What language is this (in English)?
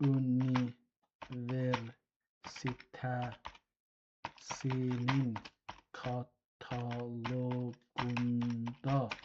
South Azerbaijani